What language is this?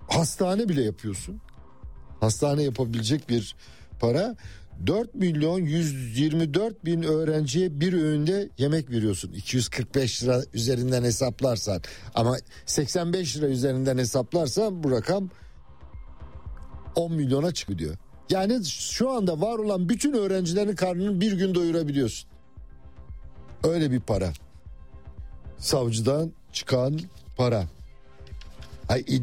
Turkish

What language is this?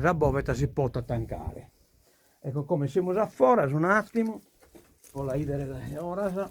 Sardinian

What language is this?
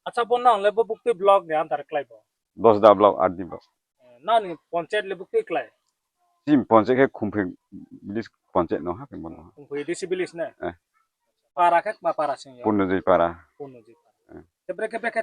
Riang (India)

